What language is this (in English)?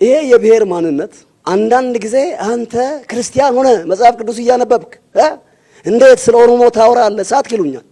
Amharic